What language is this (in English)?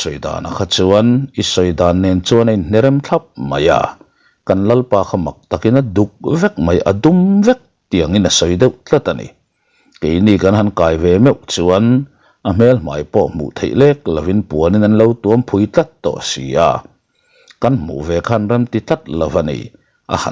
Mizo